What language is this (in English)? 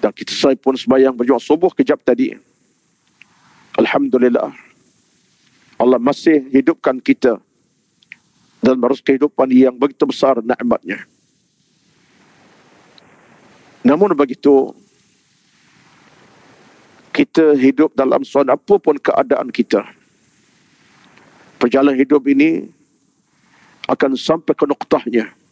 Malay